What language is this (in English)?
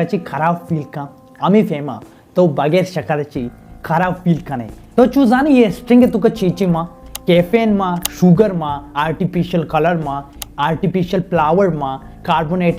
Baluchi